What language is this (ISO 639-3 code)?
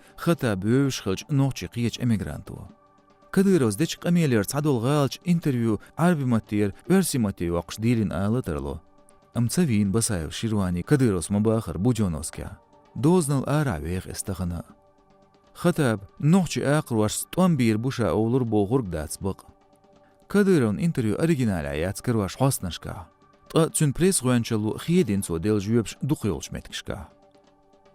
che